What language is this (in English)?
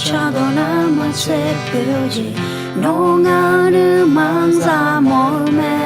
Akha